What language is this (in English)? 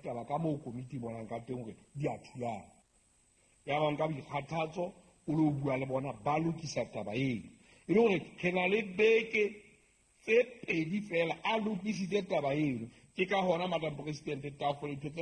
Southern Sotho